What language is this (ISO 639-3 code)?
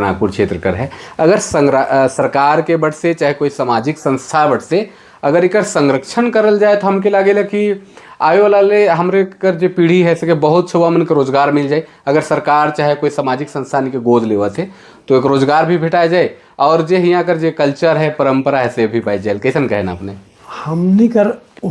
sck